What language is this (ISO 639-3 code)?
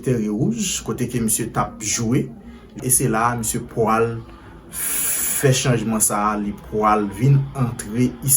hat